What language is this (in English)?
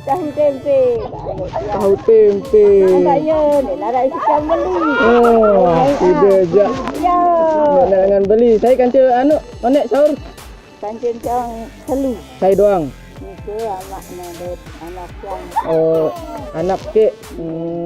Sasak